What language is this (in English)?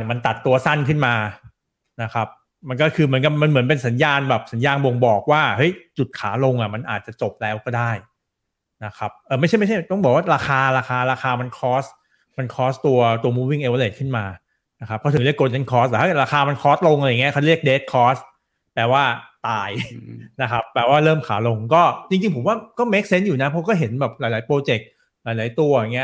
Thai